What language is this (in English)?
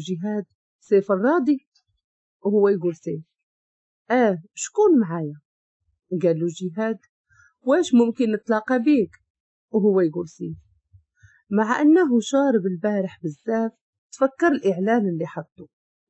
Moroccan Arabic